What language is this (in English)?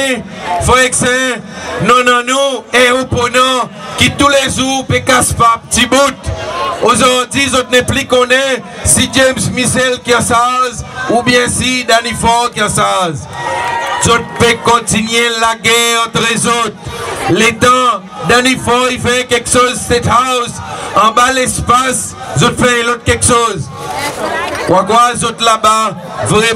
Seselwa Creole French